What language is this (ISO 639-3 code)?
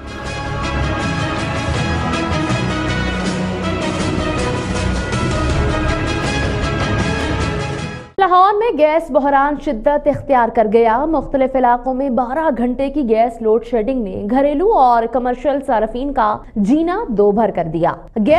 urd